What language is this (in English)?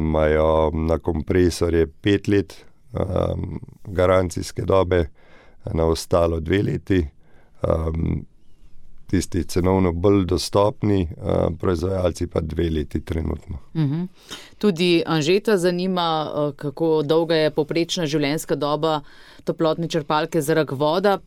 Slovenian